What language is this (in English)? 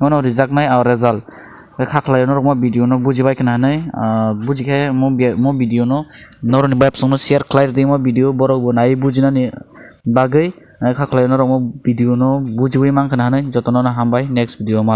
Kok Borok